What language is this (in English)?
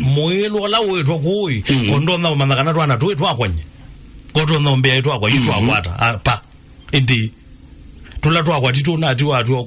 Kamba